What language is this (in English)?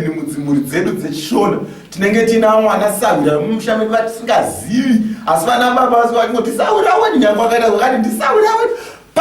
Shona